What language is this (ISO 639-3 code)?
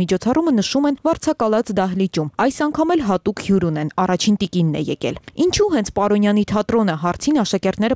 hye